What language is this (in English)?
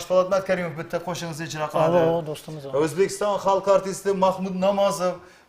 Kara-Kalpak